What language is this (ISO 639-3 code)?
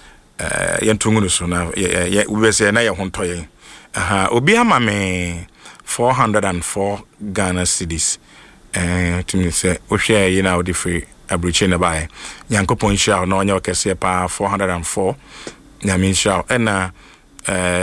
aka